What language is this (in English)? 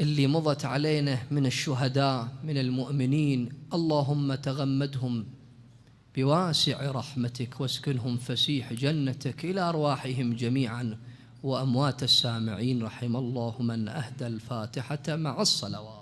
Mesopotamian Arabic